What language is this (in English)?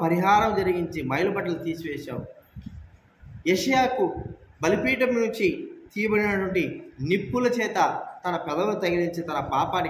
Telugu